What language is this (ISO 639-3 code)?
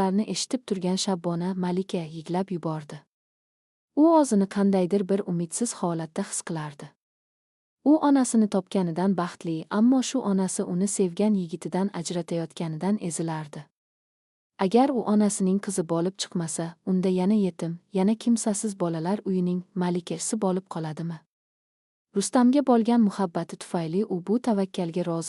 uzb